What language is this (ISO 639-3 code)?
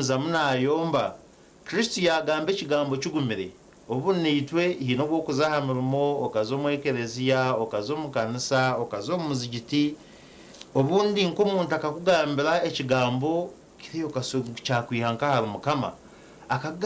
nyn